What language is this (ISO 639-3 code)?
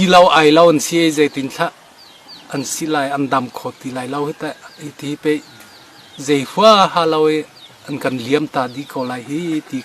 cnh